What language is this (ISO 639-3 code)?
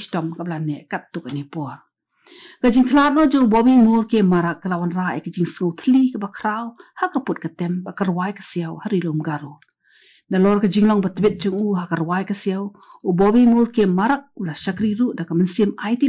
kha